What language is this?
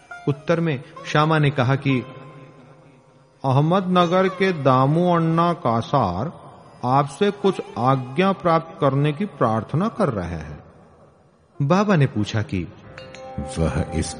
Hindi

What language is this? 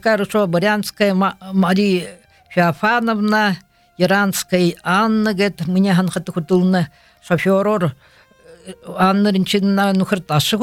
Buriat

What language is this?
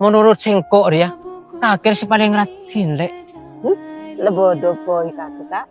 Madurese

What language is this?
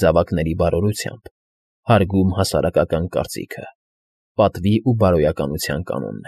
Armenian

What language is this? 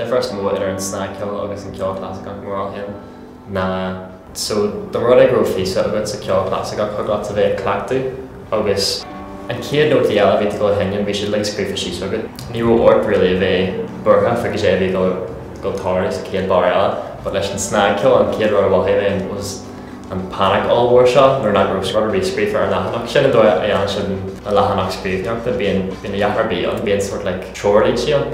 Irish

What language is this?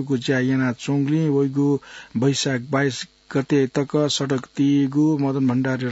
Newari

